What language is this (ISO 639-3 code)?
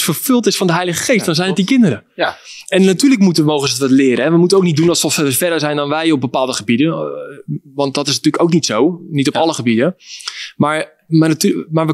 nld